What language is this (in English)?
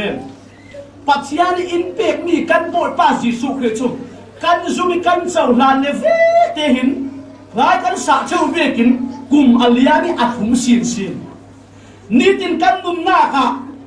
Falam Chin